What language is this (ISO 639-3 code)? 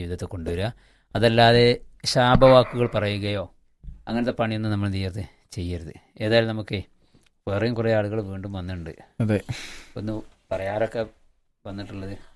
mal